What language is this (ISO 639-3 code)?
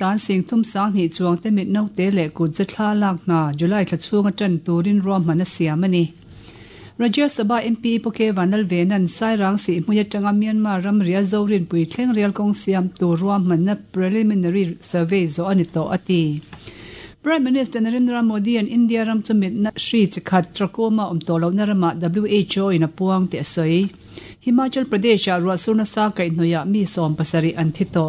lus